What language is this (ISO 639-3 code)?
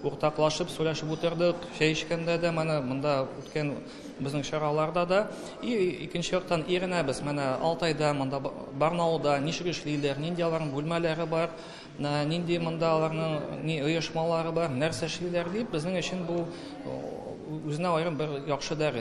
tat